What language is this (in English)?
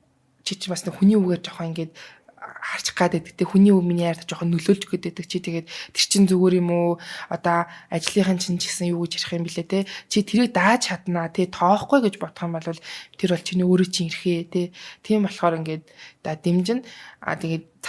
Mongolian